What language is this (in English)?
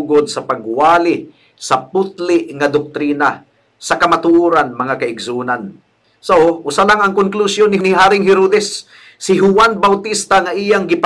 Cebuano